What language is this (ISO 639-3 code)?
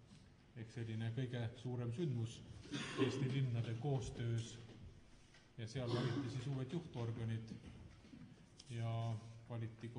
est